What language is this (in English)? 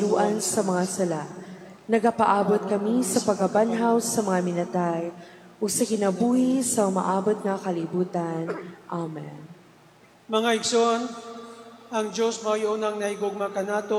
Cebuano